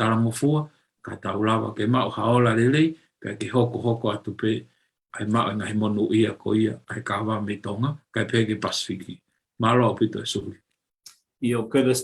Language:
Tongan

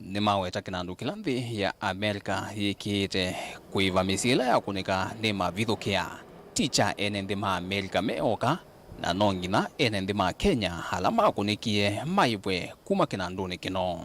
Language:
Kamba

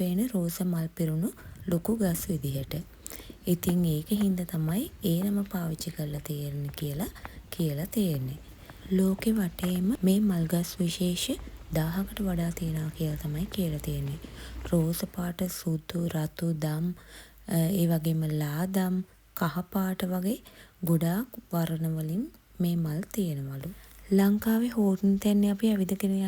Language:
Sinhala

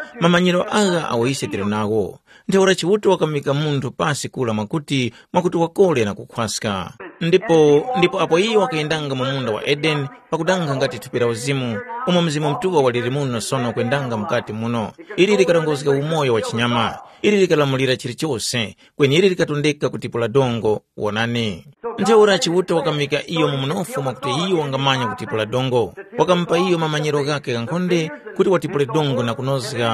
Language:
Tumbuka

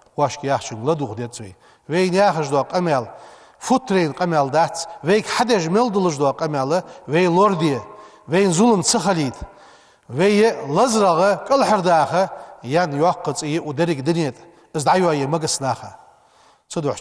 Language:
Ingush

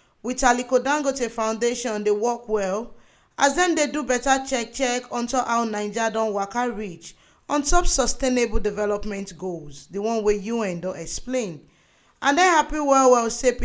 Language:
Nigerian Pidgin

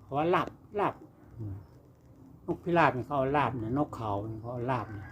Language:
Lao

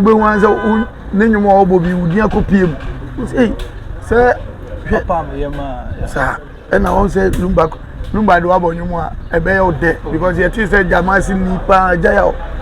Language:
Akan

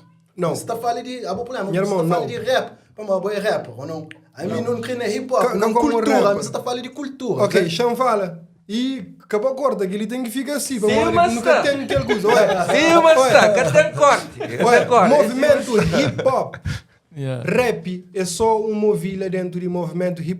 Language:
Kabuverdianu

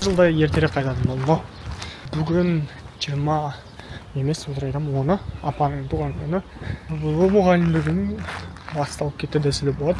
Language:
Kazakh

